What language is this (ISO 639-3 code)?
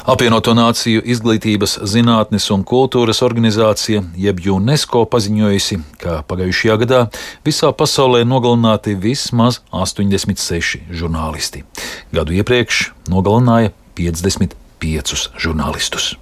lav